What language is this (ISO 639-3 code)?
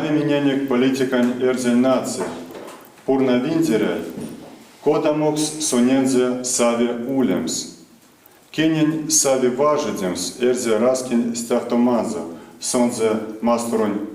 myv